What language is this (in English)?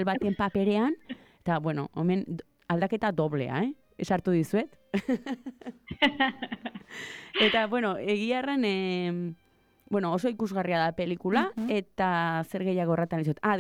Basque